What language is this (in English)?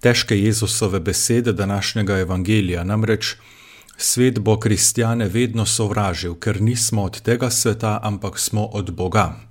Slovenian